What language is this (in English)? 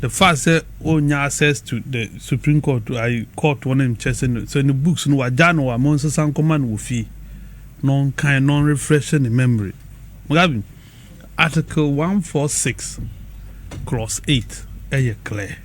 Akan